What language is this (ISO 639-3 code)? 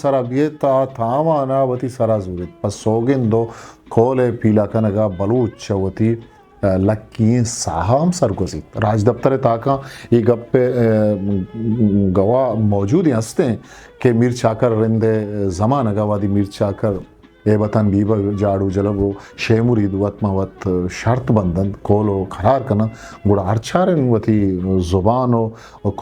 bgp